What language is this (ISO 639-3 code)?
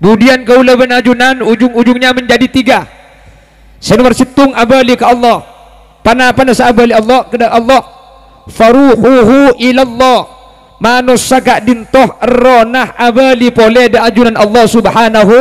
mad